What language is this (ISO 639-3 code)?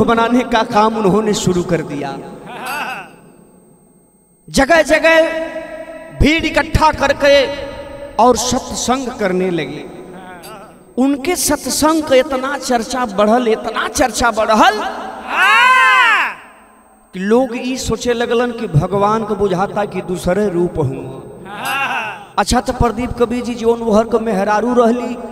bho